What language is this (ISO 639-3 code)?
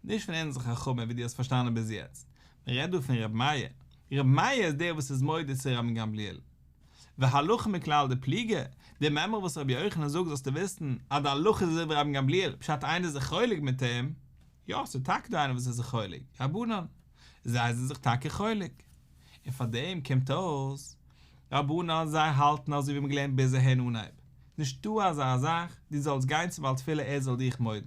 yid